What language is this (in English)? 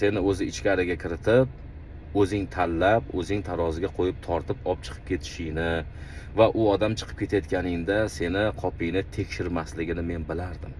Uzbek